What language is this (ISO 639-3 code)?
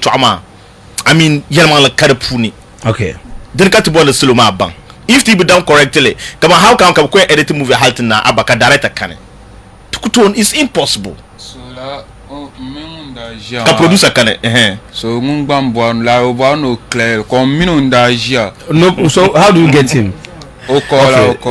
dag